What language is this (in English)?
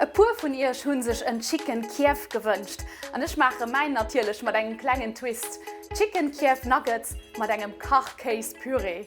Luxembourgish